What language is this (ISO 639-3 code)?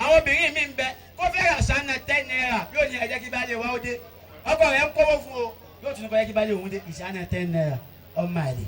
yor